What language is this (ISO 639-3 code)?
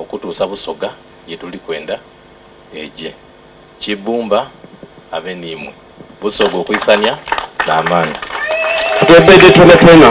xog